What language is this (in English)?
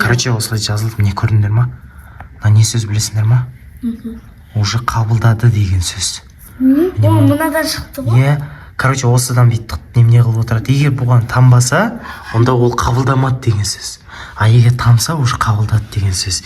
Kazakh